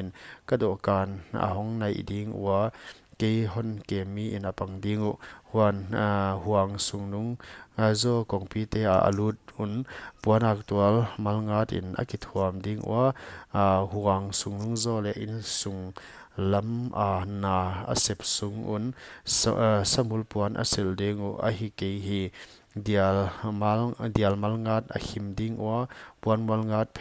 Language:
Paite Chin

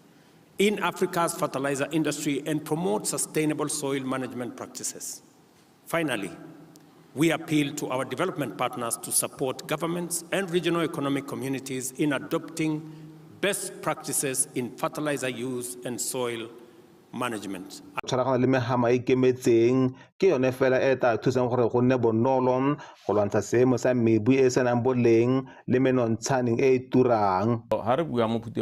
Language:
Tswana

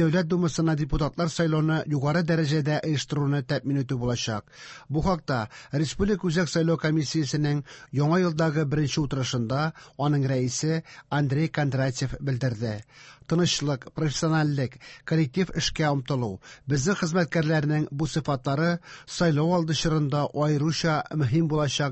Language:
Tatar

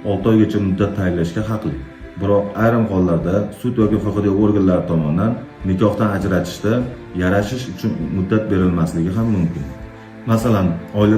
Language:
Uzbek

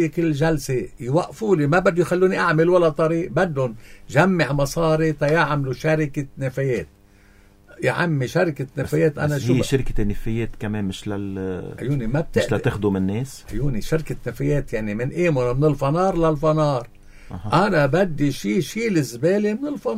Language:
North Levantine Arabic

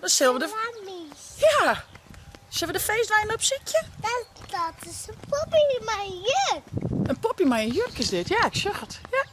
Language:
Western Frisian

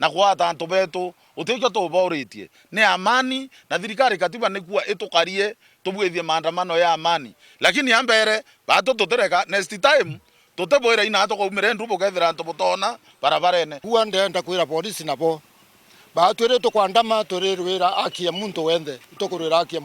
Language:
Meru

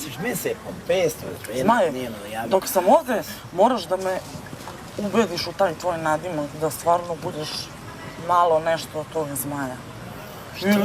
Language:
Bosnian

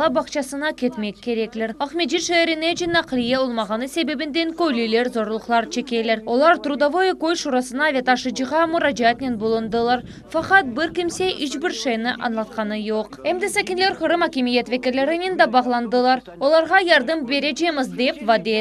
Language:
Crimean Tatar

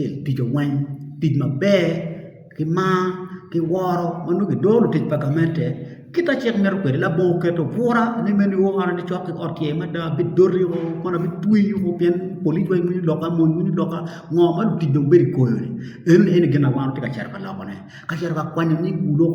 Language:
Acoli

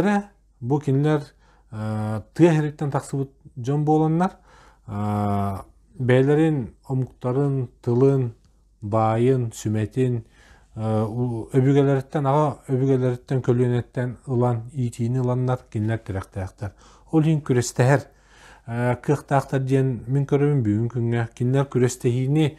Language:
Yakut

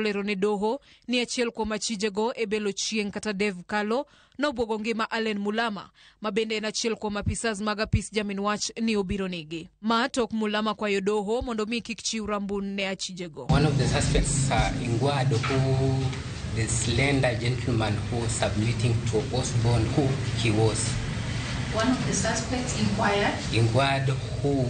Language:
Luo (Kenya and Tanzania)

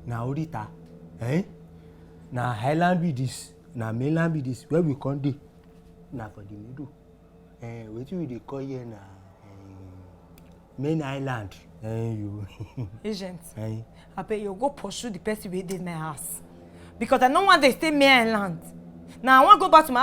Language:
Nigerian Pidgin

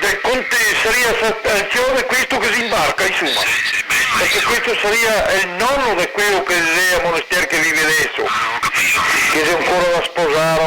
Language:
Venetian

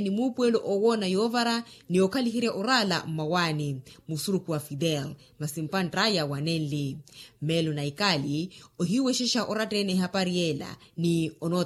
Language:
Makhuwa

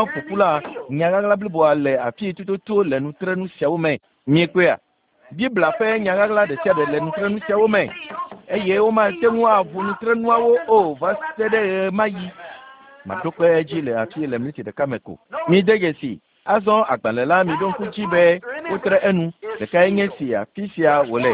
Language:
Ewe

